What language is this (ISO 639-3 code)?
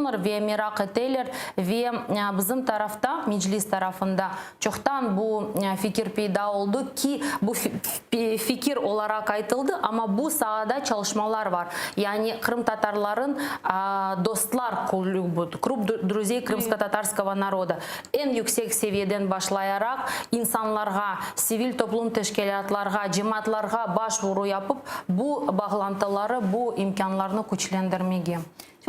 crh